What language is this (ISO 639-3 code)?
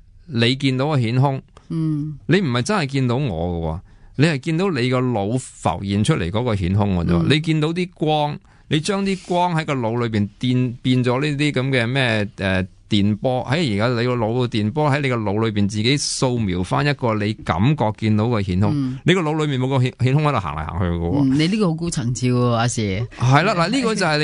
yue